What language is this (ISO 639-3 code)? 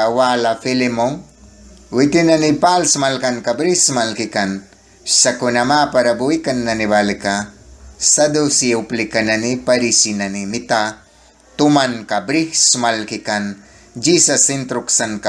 miq